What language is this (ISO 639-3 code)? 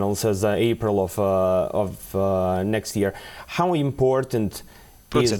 bos